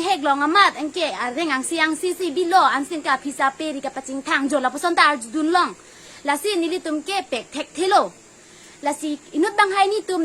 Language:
Karbi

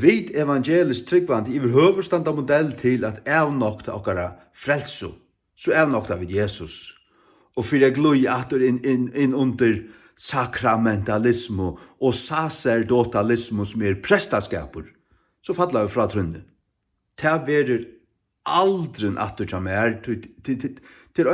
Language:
Faroese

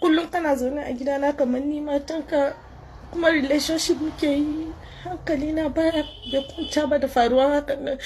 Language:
Hausa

